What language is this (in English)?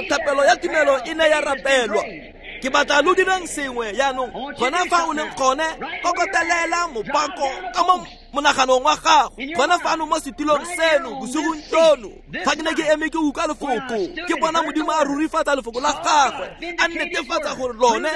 Tswana